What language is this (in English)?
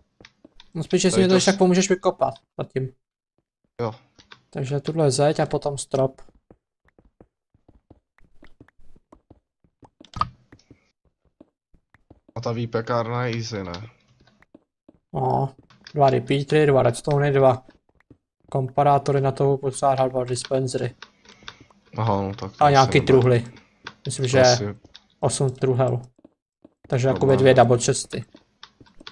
Czech